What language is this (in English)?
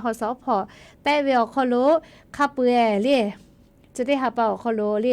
Lahu